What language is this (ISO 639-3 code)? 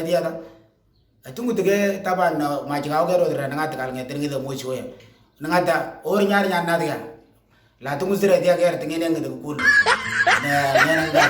mor